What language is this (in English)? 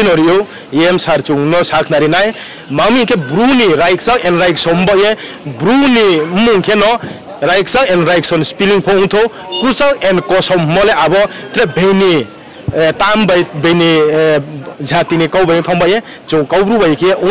Riang (India)